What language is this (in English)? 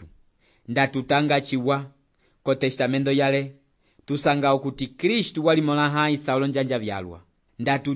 Umbundu